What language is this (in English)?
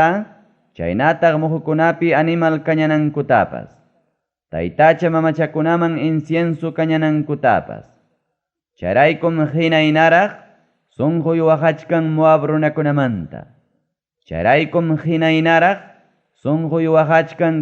Ayacucho Quechua